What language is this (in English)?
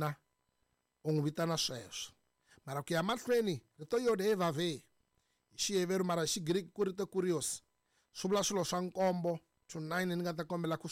Tsonga